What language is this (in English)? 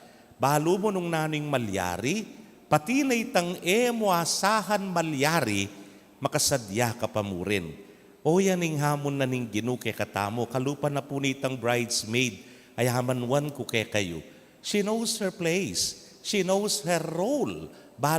Pampanga